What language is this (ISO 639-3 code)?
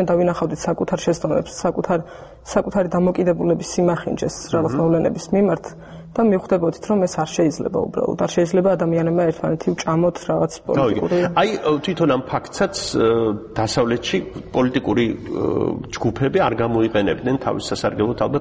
kat